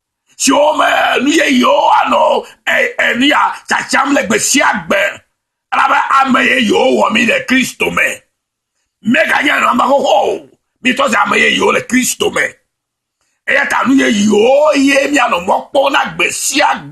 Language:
Ewe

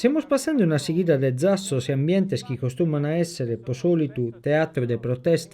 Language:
Sardinian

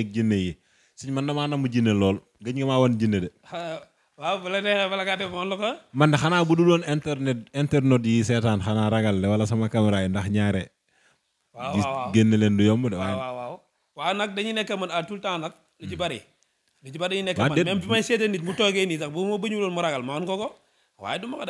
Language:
Wolof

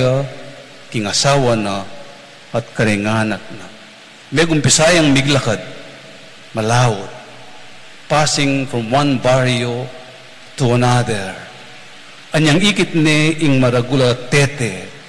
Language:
Pampanga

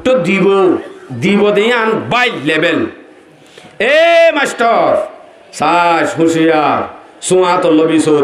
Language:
Rohingya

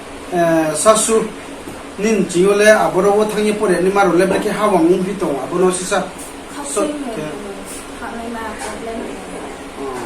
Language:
Riang (India)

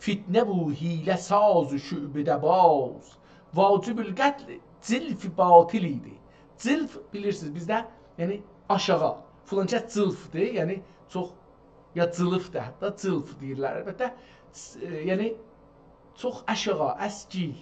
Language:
South Azerbaijani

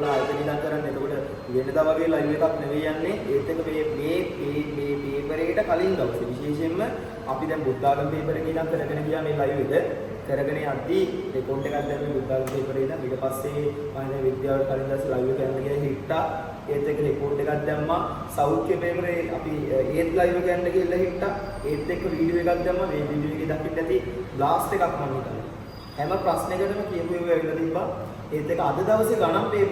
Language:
Sinhala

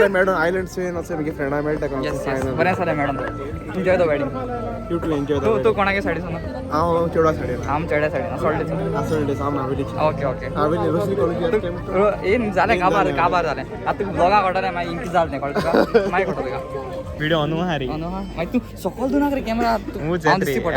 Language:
Konkani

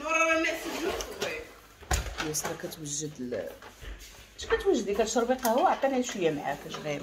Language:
Moroccan Arabic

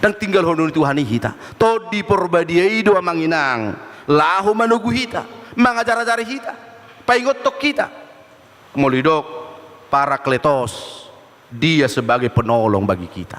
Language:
Batak Toba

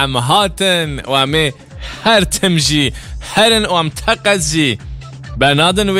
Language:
Kurdish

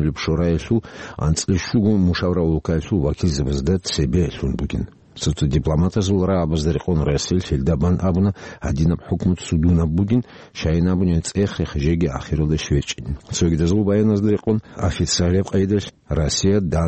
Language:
Avaric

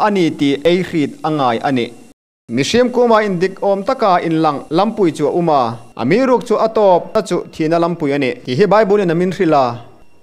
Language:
Hmar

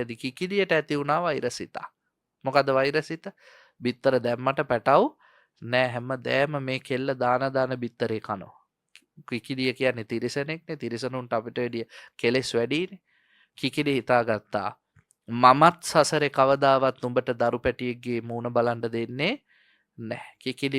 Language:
Sinhala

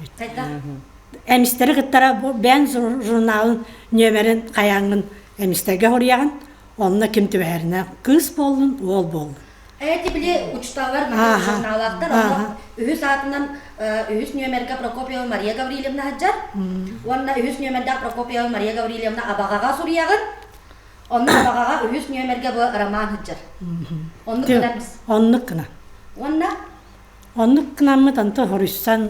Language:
Yakut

